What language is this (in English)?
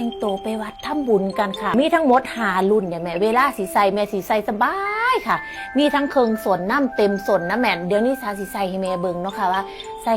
Northeastern Thai